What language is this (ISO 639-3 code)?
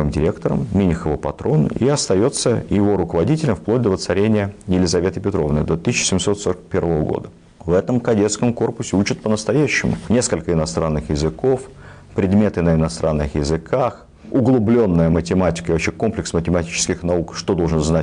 rus